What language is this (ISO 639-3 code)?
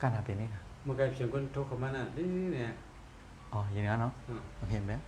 shn